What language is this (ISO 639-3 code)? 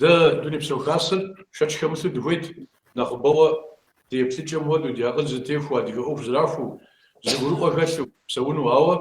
kbd